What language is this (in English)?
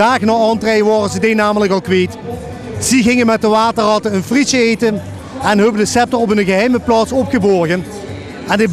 Limburgish